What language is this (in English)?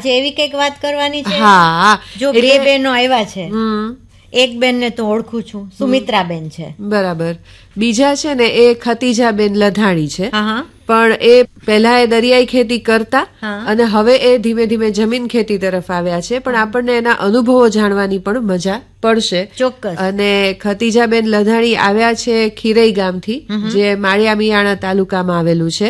Gujarati